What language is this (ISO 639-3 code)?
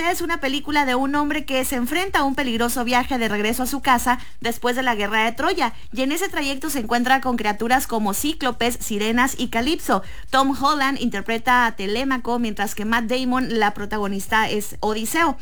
spa